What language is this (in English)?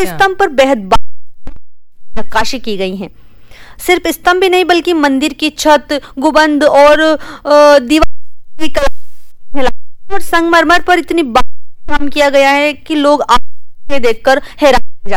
Hindi